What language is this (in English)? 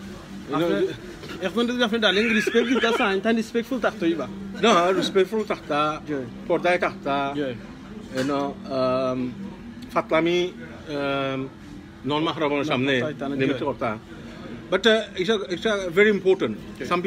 Sylheti